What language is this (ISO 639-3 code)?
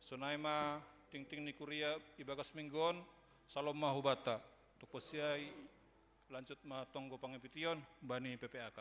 bts